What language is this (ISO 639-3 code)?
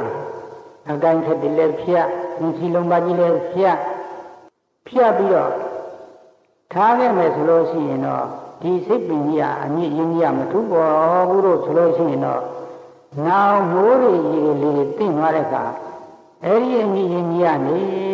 mya